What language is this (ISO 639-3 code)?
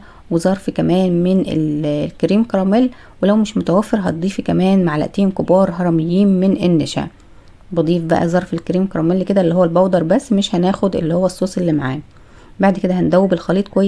arz